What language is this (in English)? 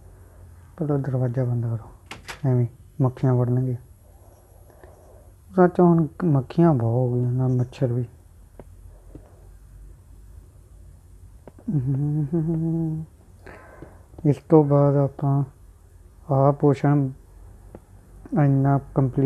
Punjabi